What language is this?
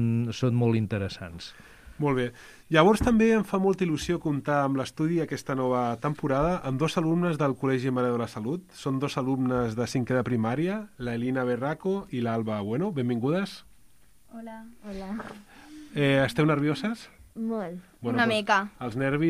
Catalan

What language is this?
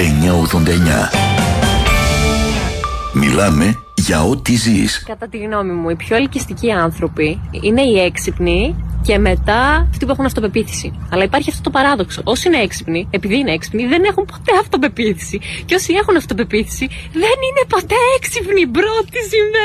Greek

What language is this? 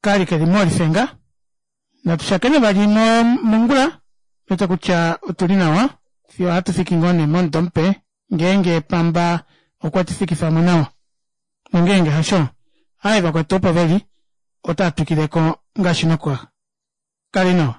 Kuanyama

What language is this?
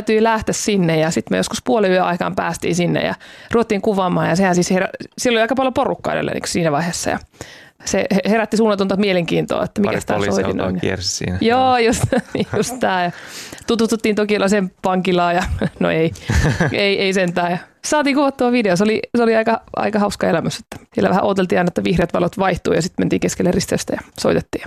Finnish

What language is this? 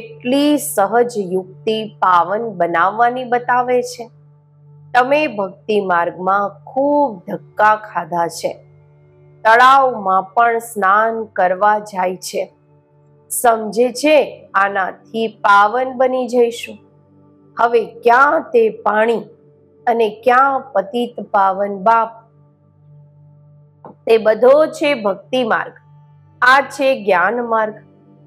Gujarati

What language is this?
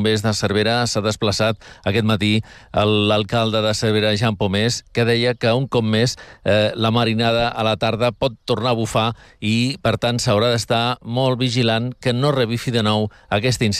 Catalan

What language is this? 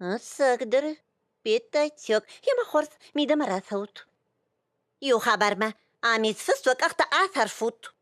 Ossetic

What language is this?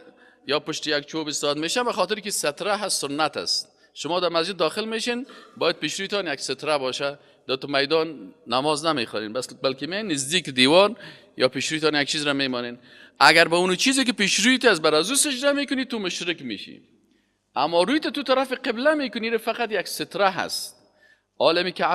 Persian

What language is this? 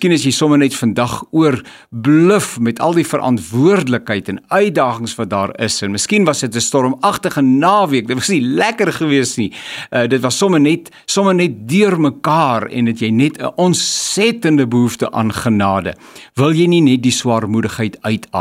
Afrikaans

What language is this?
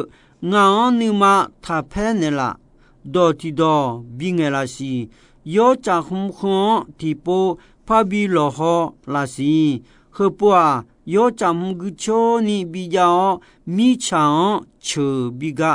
Akha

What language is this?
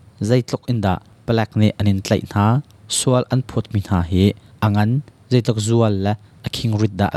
Hakha Chin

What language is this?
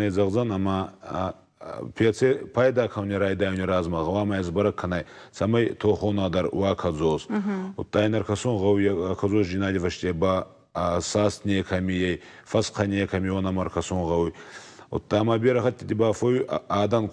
Ossetic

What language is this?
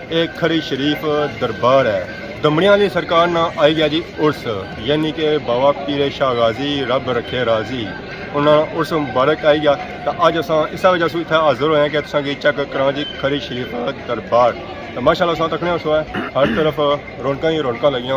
Pahari-Potwari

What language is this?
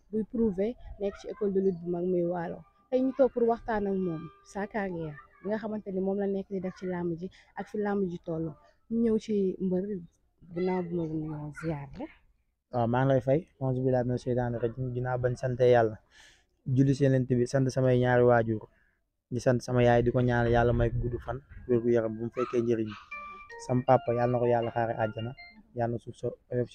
Wolof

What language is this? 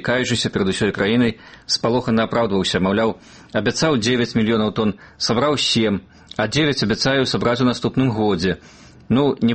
Belarusian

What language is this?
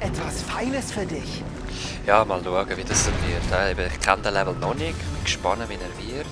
Swiss German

